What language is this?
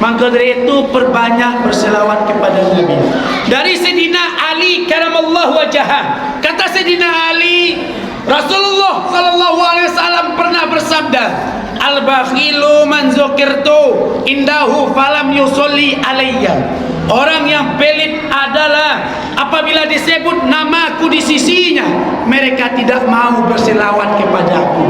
Minangkabau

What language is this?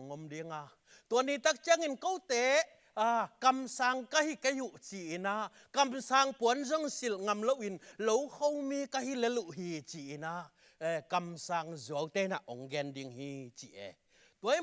Tedim Chin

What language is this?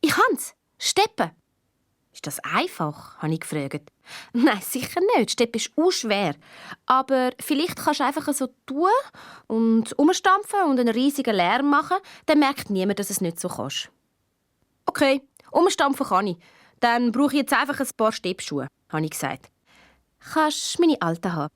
Swiss German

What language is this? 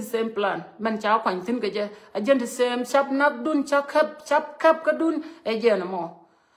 Nuer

